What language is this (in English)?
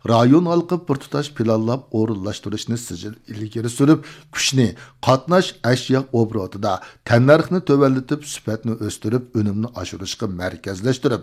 Uyghur